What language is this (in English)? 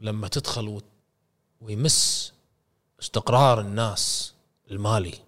Gulf Arabic